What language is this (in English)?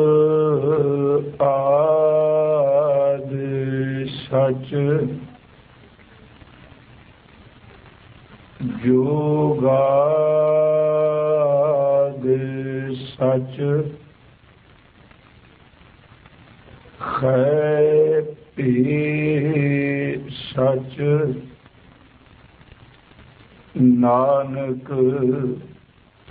Punjabi